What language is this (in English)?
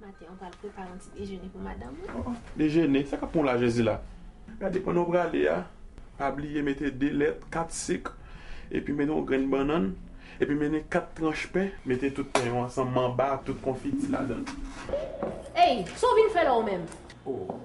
Haitian Creole